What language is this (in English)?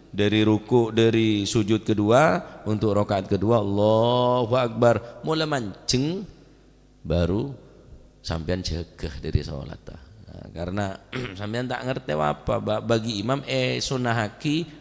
Madurese